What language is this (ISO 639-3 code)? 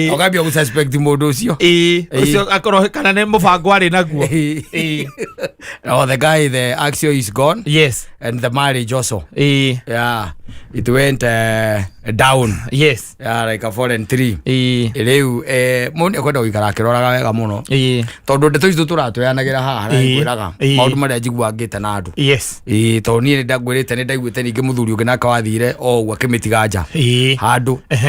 kik